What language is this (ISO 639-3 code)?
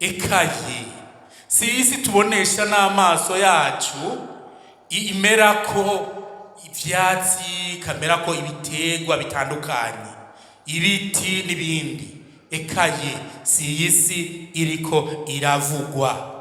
run